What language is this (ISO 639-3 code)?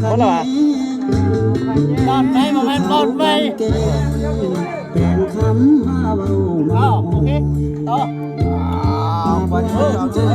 lao